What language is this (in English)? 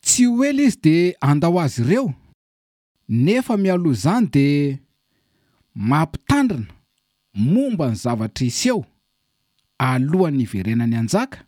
Malagasy